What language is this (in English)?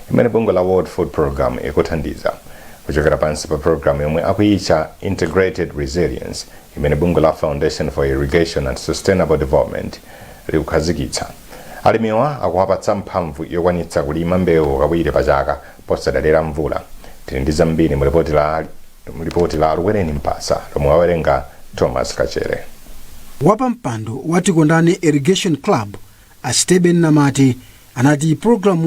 Nyanja